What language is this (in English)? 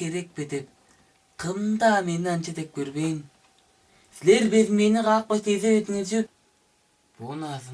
Tuvinian